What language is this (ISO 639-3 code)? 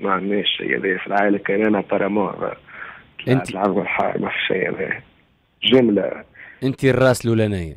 aeb